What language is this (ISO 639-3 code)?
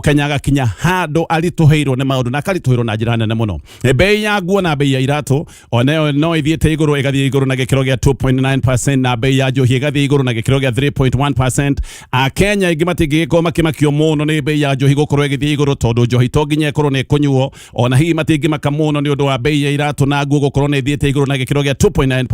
kik